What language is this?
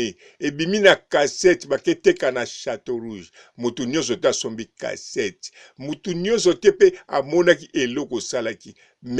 Lingala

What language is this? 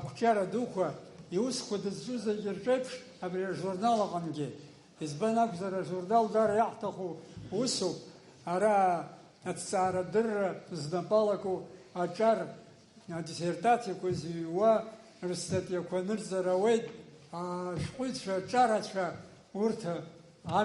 Abkhazian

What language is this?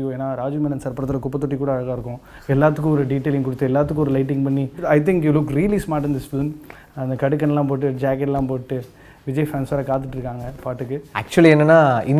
Tamil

